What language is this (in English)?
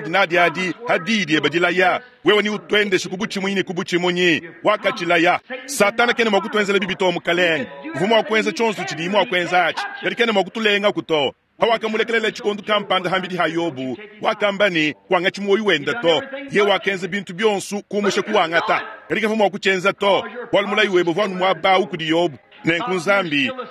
Luba-Lulua